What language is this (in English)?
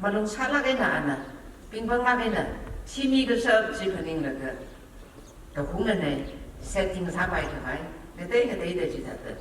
Tangkhul Naga (India)